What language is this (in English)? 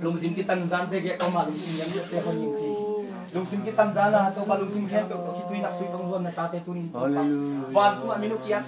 Tedim Chin